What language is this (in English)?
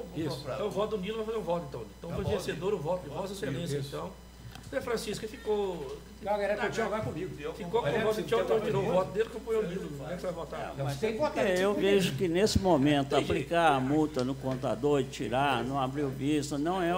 Portuguese